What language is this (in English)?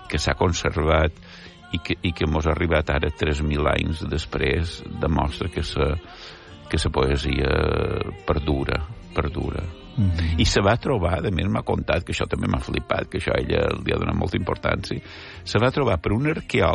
Catalan